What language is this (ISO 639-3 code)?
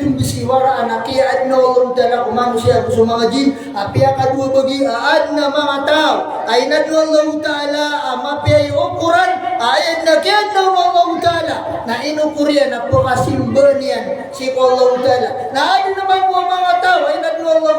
mrw